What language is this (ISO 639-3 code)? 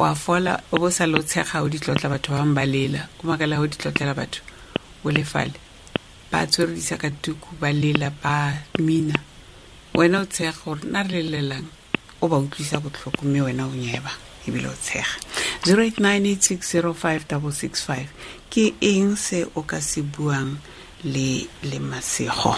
tsn